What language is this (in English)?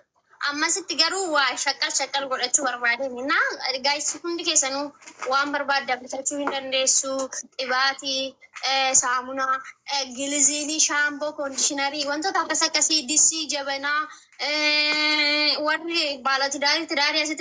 Oromo